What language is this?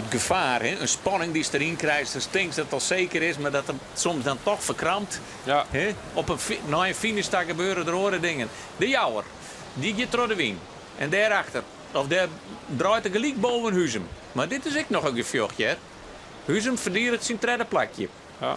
Western Frisian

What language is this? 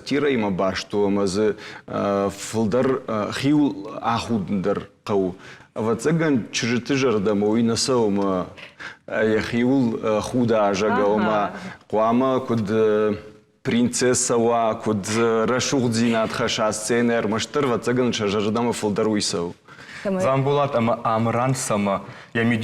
Ossetic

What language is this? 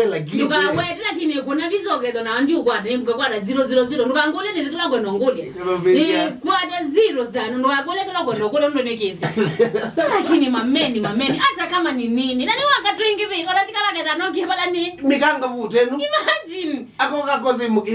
Kamba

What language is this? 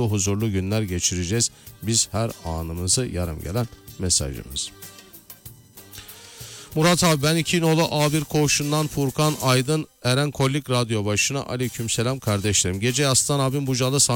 Turkish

